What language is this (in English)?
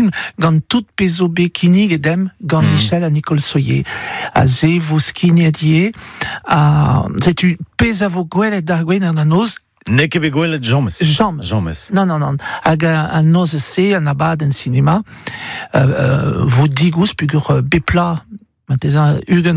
Breton